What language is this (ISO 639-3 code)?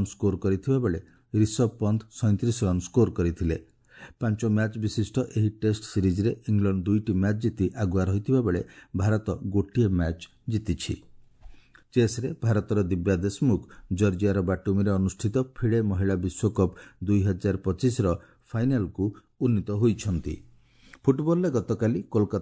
ori